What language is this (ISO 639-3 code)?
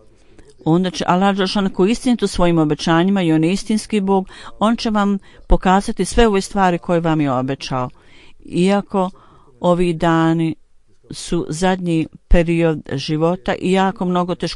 bos